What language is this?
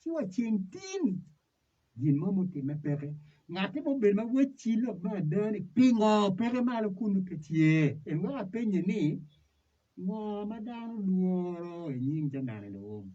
Acoli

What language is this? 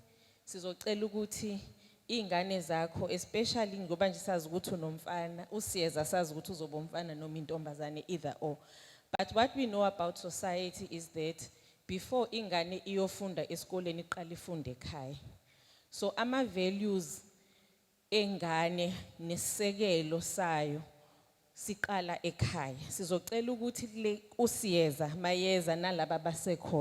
Zulu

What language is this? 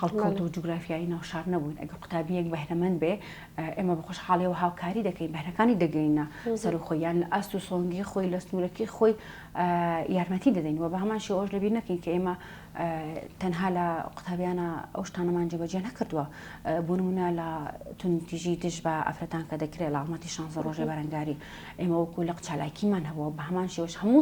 Central Kurdish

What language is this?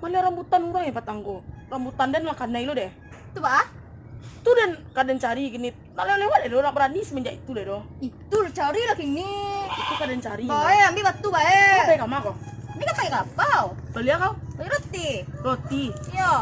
Minangkabau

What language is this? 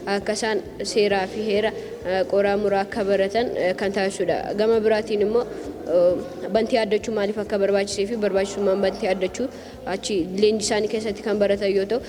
Oromo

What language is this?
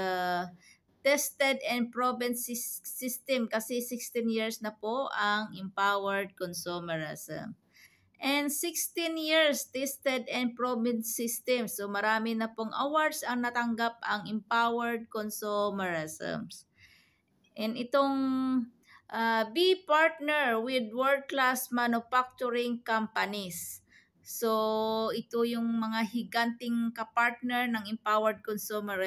Filipino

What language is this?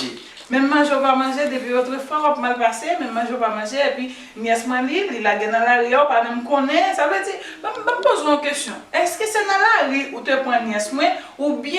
Haitian Creole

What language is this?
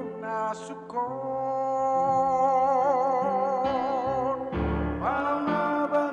Batak Simalungun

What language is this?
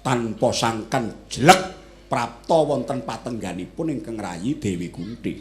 Javanese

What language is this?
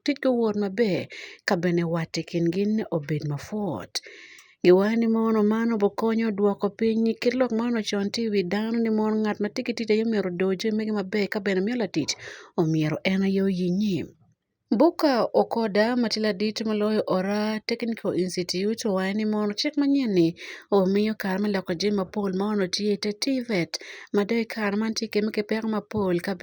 Acoli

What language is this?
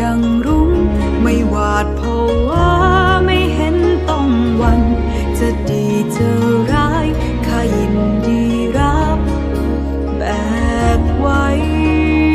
Thai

